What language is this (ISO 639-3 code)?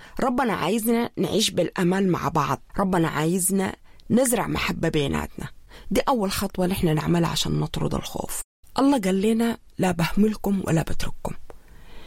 apd